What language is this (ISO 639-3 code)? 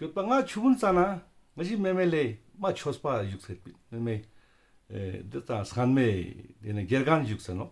lbj